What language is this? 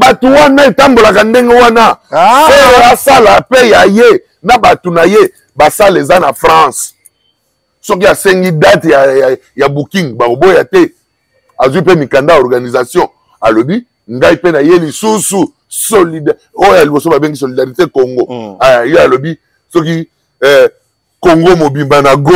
Lingala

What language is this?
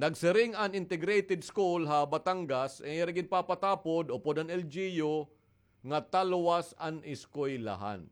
Waray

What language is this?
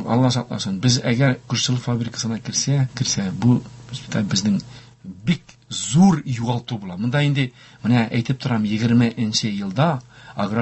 Tatar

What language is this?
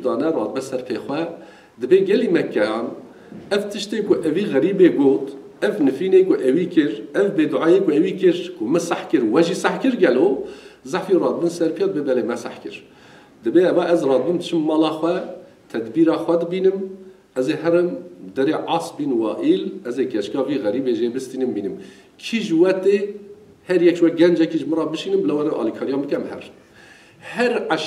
Kurdish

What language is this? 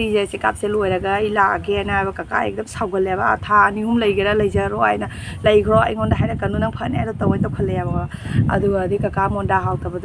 Manipuri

